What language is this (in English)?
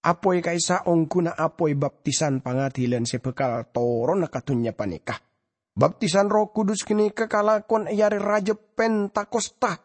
Madurese